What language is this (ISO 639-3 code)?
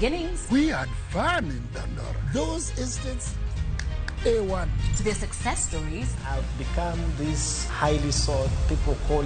luo